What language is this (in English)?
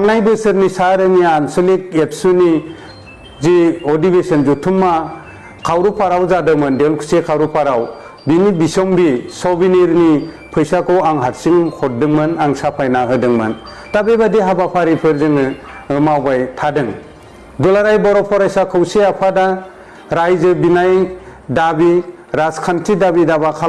Bodo